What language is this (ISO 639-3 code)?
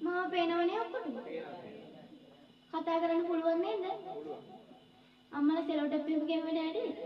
sin